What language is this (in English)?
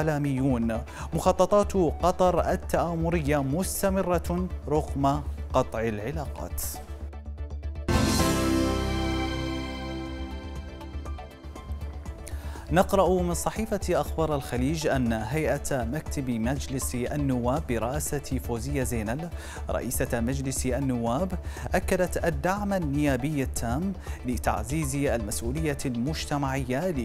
Arabic